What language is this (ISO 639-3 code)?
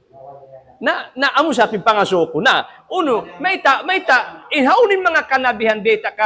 tsg